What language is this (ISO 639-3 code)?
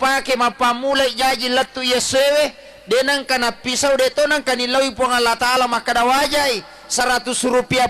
bug